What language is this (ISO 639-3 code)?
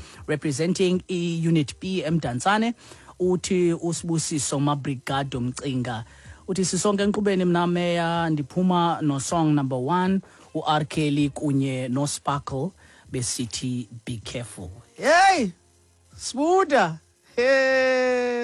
xho